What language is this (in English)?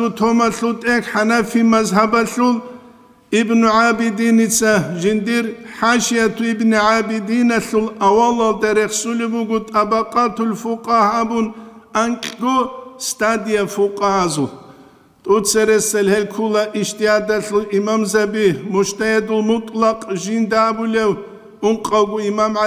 Avaric